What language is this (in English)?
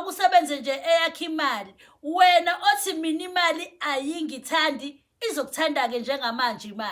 Zulu